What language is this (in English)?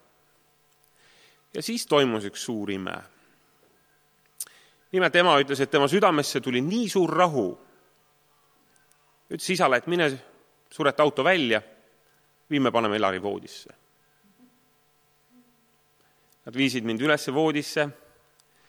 Estonian